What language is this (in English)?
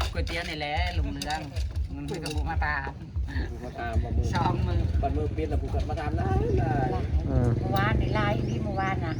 Northeastern Thai